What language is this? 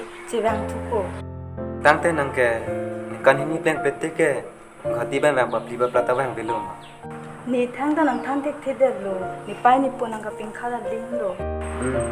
Karbi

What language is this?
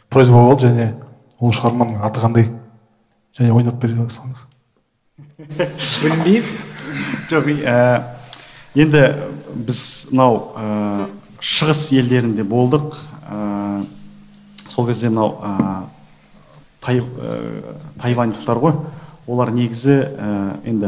Kazakh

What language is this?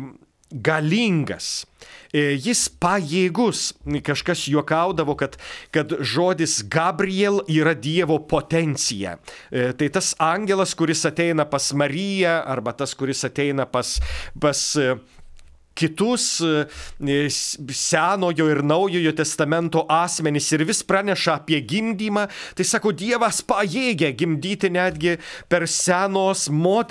Lithuanian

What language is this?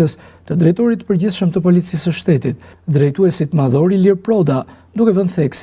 Albanian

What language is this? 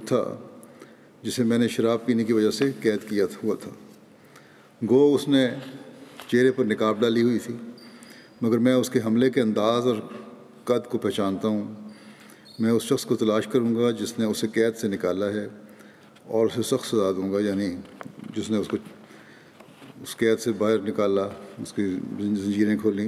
Urdu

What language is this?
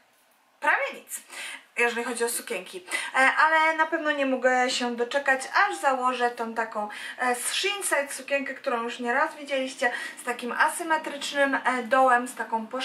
Polish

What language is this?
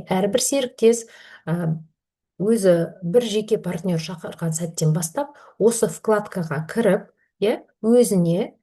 Kazakh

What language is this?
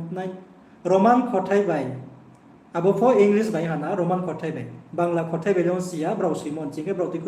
Riang (India)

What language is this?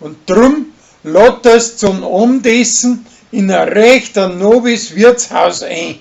Bavarian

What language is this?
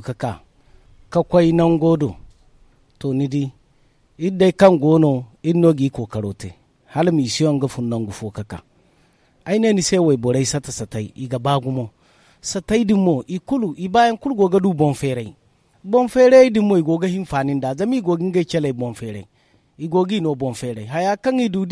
Zarma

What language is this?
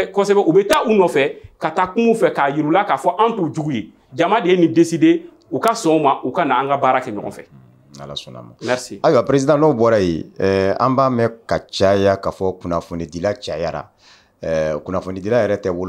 Bambara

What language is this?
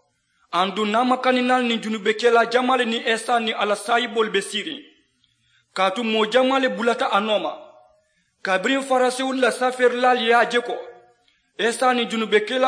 Mandingo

